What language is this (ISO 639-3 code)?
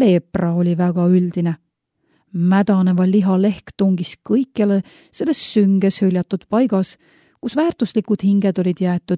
est